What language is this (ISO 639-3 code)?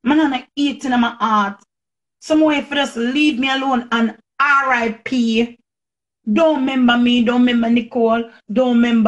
jam